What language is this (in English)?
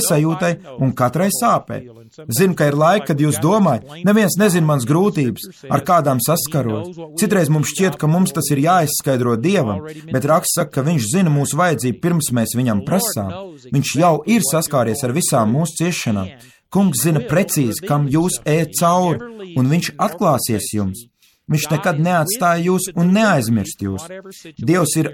Latvian